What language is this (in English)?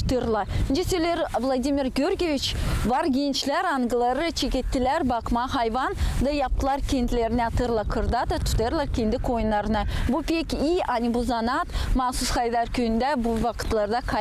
Gagauz